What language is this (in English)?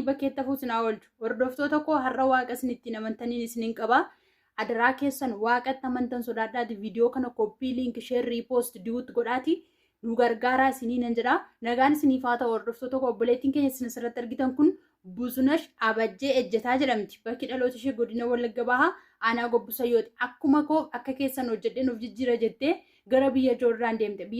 Oromo